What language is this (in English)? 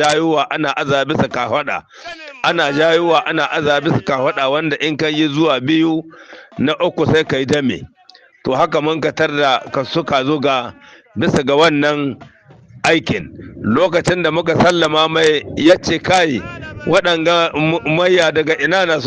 Hausa